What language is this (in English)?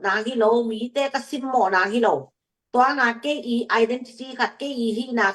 Tedim Chin